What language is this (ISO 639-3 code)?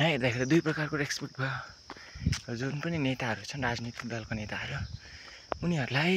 nep